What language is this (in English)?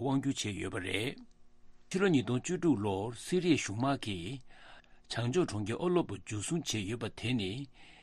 Tibetan